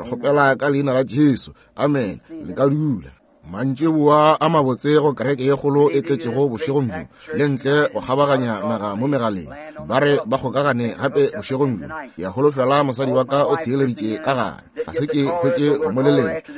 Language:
Northern Sotho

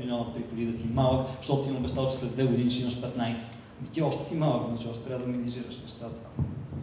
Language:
Bulgarian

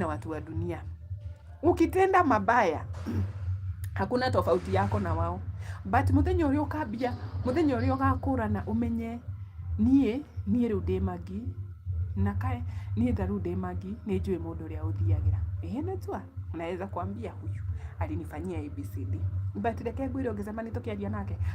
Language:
Kikuyu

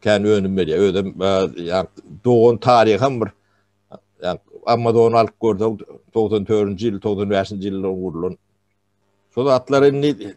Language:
Turkmen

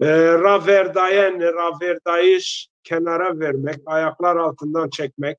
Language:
Zaza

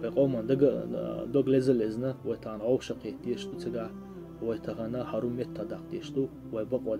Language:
Chechen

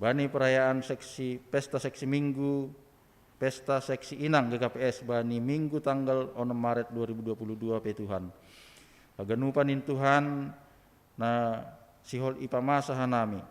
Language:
Batak Simalungun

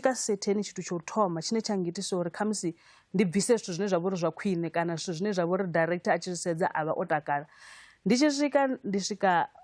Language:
Venda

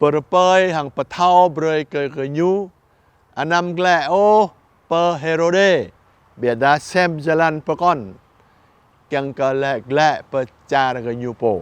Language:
Jarai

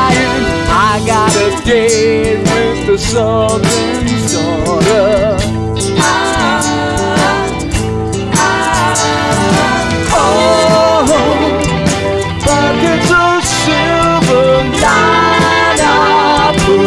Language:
English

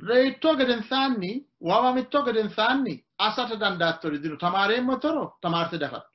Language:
Sidamo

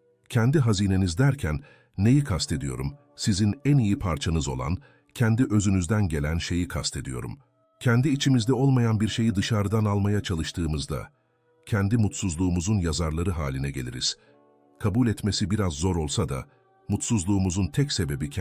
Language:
Turkish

